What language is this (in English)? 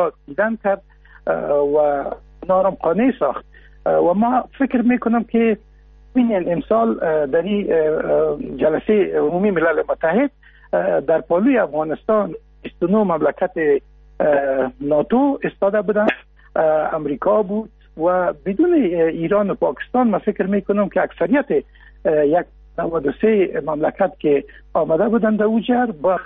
Persian